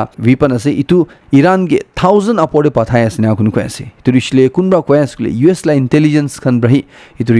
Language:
Naga Pidgin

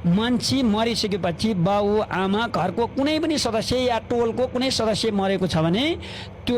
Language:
Nepali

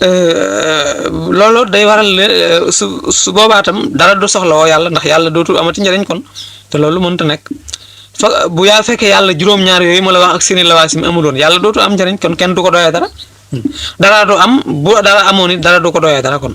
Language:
Wolof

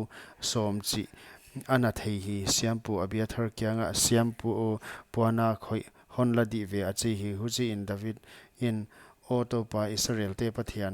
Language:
Paite Chin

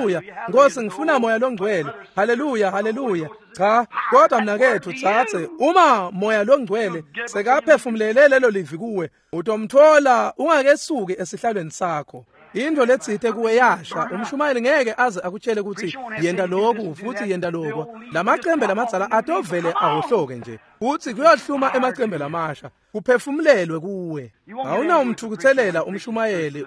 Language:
Swati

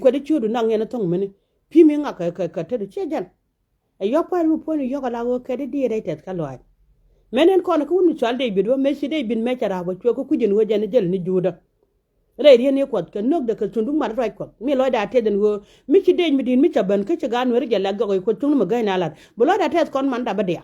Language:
Nuer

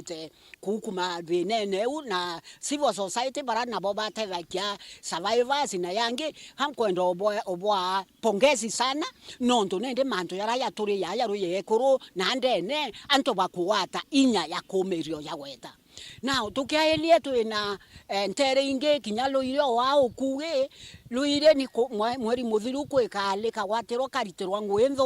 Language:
Meru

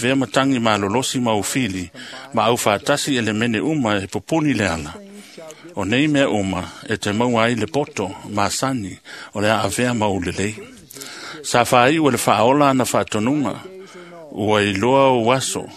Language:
Samoan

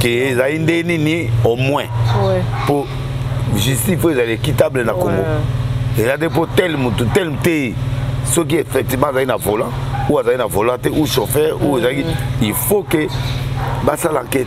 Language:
Lingala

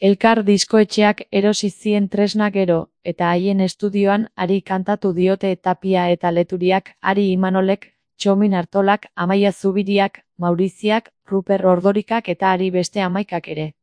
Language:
Basque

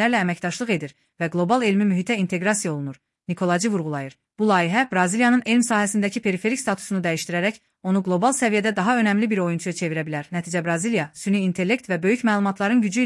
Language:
Azerbaijani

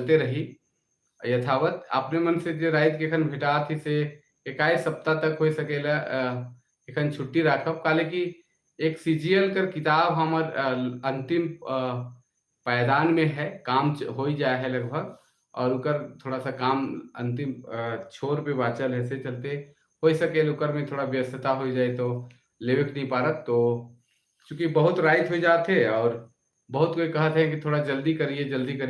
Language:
Sadri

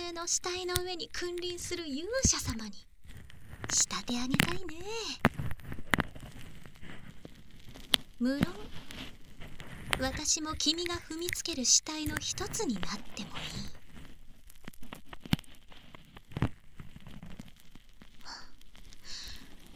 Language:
Japanese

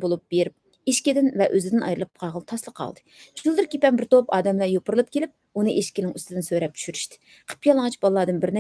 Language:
Uyghur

